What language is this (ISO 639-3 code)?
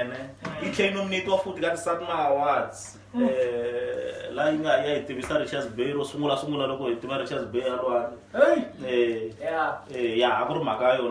tso